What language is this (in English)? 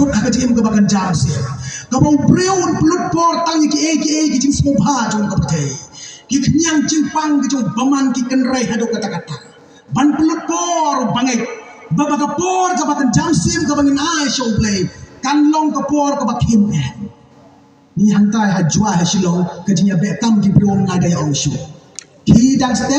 Khasi